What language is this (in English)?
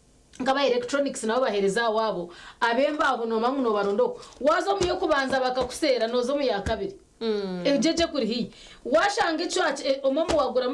Nyankole